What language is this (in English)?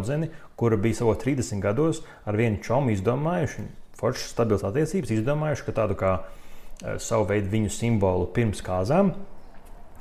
Latvian